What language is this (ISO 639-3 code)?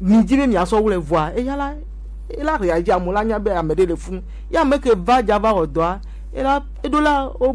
gej